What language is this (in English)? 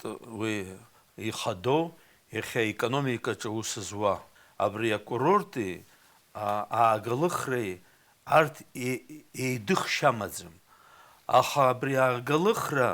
Abkhazian